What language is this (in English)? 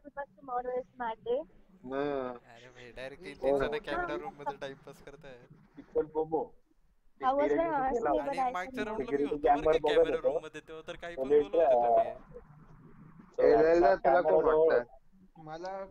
Marathi